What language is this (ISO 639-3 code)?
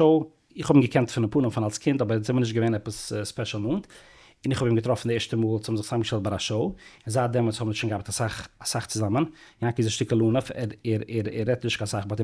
yid